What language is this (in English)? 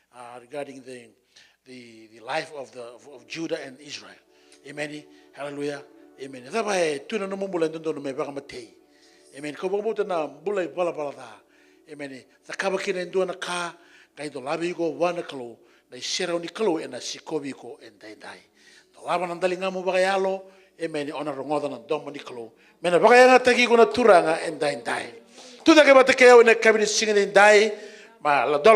Fijian